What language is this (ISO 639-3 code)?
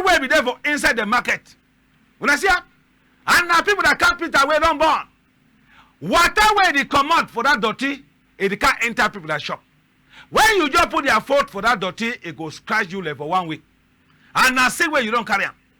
wes